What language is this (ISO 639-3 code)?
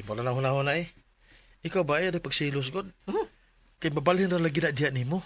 ceb